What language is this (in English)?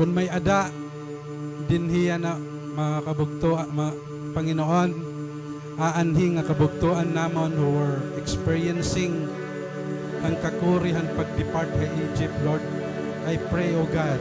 Waray